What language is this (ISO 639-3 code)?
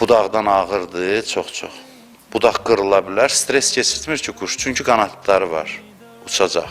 aze